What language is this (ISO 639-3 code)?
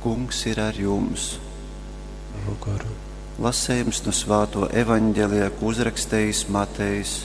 ltg